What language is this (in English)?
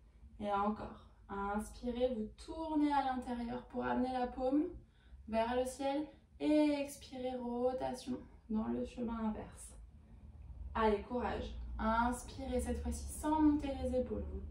French